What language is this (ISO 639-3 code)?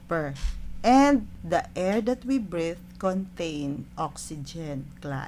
hil